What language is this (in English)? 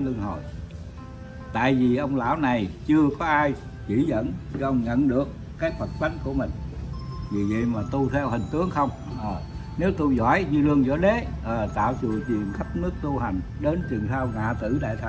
Vietnamese